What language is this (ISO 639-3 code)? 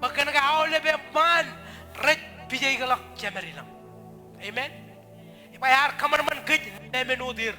mah